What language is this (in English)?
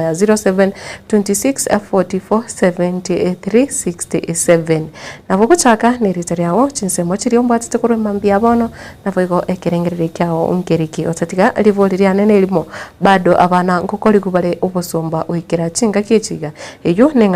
Gusii